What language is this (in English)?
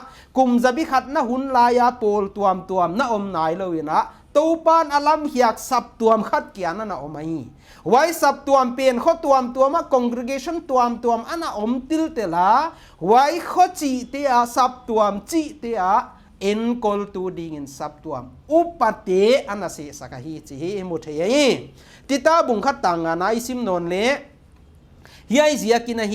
Paite Chin